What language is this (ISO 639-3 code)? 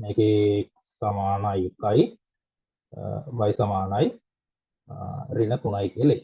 sin